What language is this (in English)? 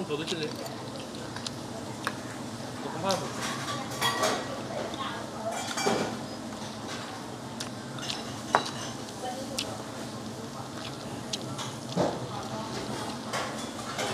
Korean